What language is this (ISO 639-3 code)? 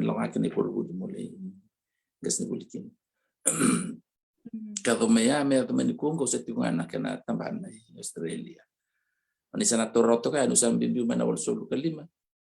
fij